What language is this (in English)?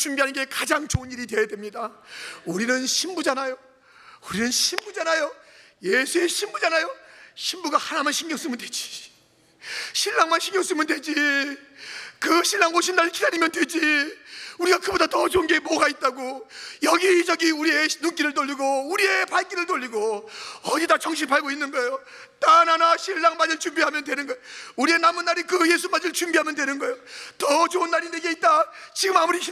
Korean